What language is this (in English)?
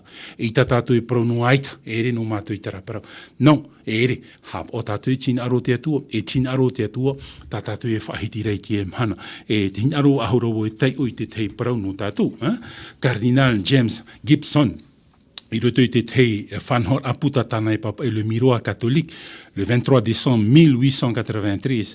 Tahitian